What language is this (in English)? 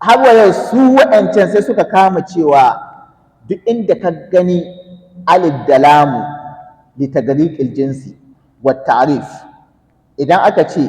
Hausa